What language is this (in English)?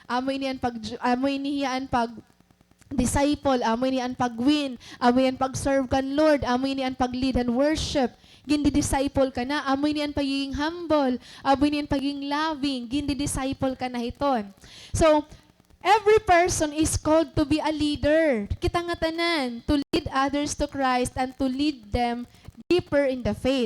Waray